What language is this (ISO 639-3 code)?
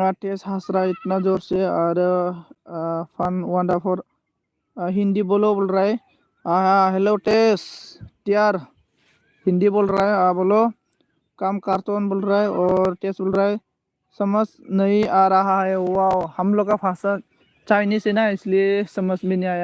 brx